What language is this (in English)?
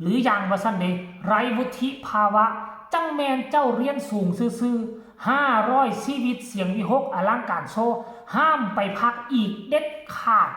Northeastern Thai